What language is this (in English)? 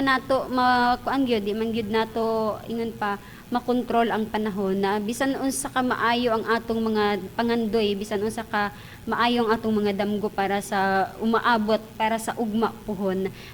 Cebuano